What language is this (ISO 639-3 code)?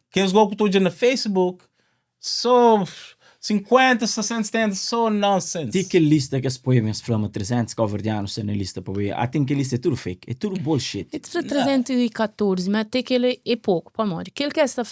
kea